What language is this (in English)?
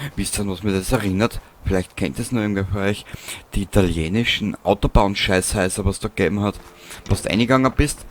Bavarian